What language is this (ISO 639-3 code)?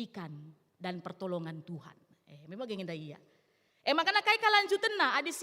btx